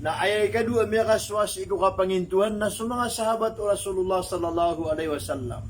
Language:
Maranao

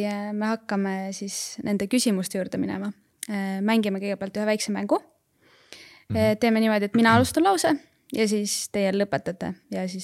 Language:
Estonian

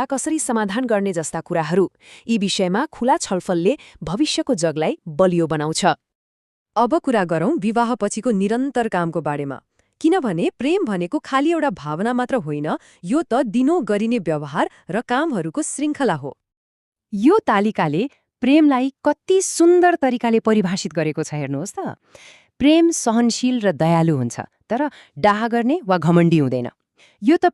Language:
Nepali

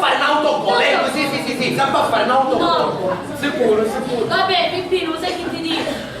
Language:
Sicilian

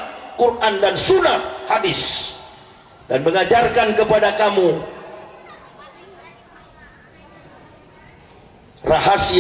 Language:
Indonesian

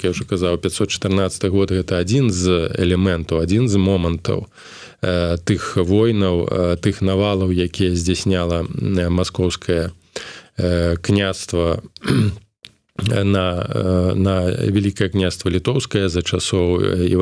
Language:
Belarusian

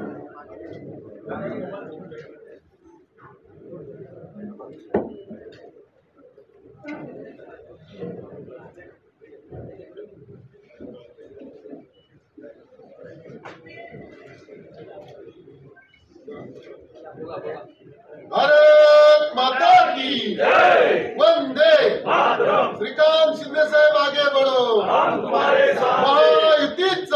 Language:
Marathi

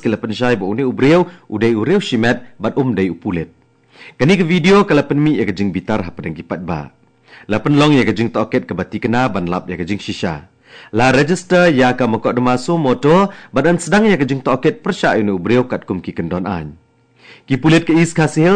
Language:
Khasi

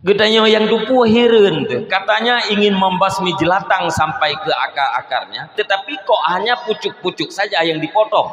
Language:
Achinese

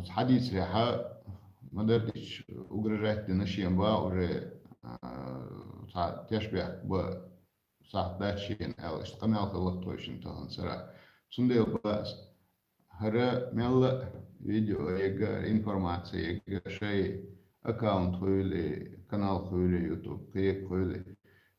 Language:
Chechen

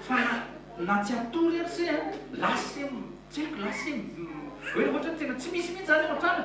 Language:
Malagasy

